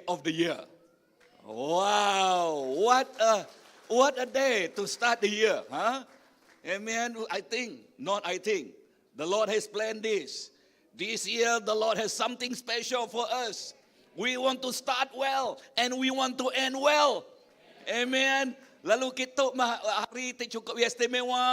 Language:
Iban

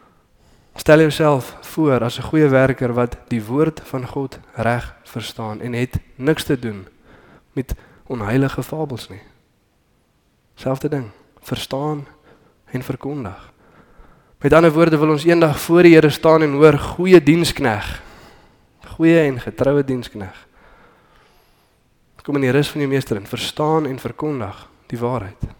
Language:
Afrikaans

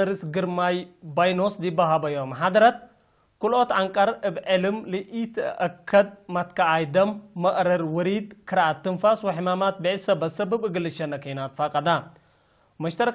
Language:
Tigre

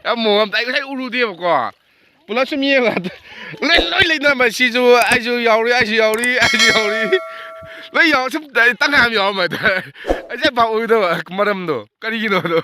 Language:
Manipuri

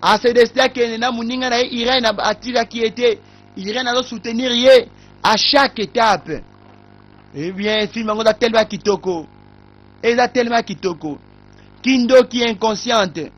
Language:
Lingala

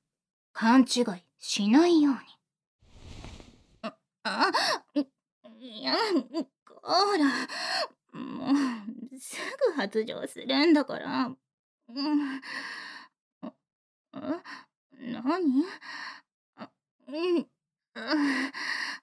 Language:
Japanese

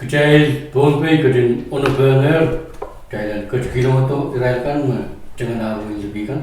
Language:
Pohnpeian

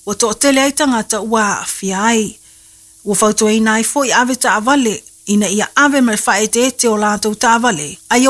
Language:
Samoan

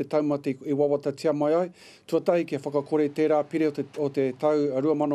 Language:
Māori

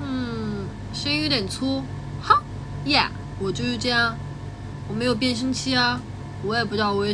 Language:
Chinese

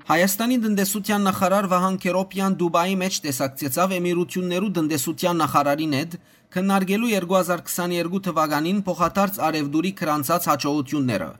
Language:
Western Armenian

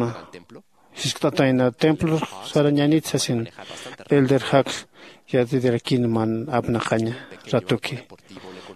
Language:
Aymara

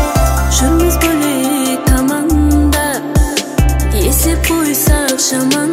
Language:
Kazakh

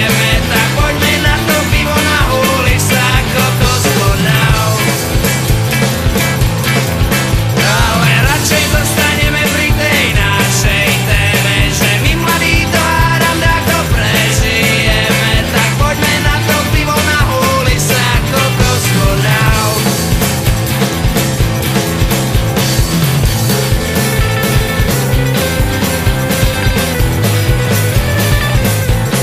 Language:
Slovak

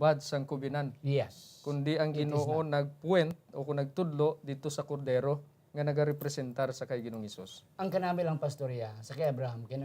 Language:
Hiligaynon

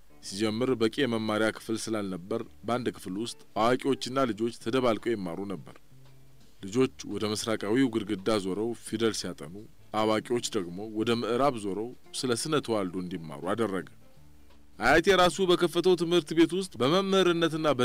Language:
Amharic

